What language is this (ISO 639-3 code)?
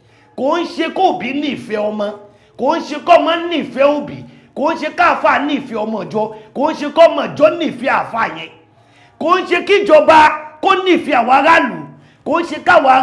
yor